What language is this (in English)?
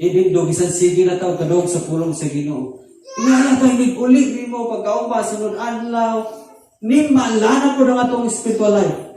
Cebuano